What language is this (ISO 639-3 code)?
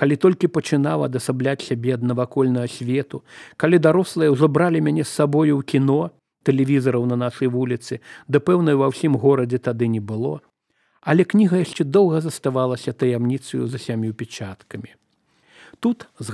bel